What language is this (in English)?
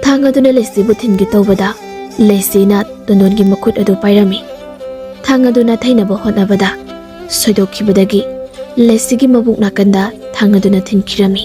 Manipuri